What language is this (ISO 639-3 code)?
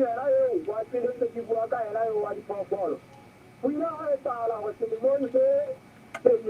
sot